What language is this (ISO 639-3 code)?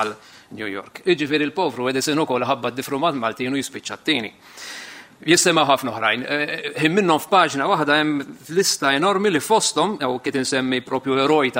mlt